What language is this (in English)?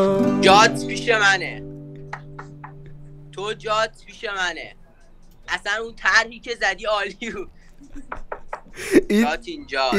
Persian